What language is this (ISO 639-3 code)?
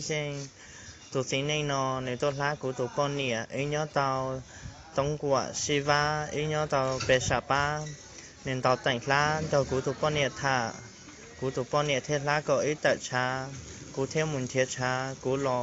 hmn